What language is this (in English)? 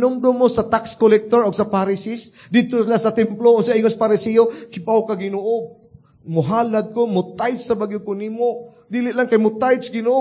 Cebuano